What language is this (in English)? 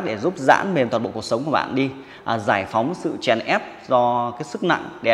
Vietnamese